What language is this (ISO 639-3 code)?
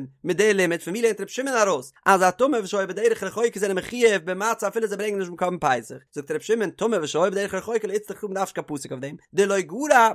yid